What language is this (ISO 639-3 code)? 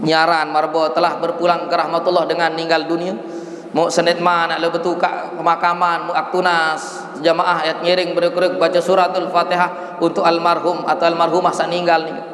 sas